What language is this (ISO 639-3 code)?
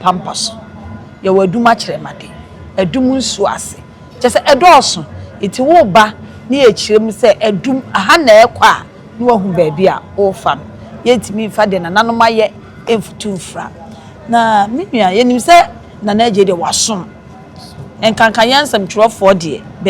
aka